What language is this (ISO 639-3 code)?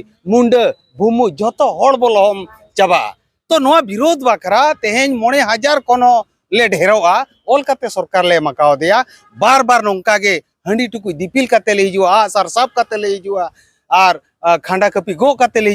sat